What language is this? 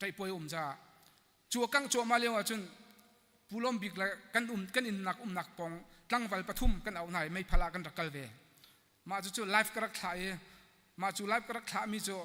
Hakha Chin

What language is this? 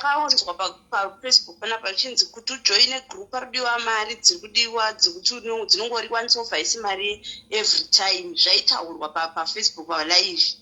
Shona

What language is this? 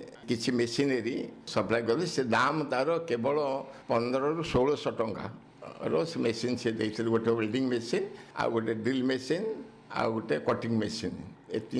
Odia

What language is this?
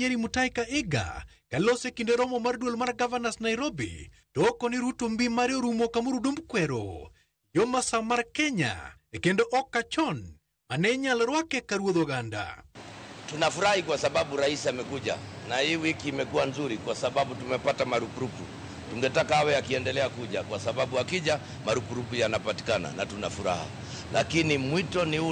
Luo (Kenya and Tanzania)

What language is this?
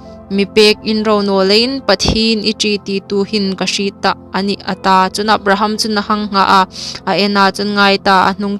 Hmar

